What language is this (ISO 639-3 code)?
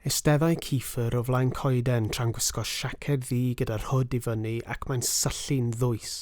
cym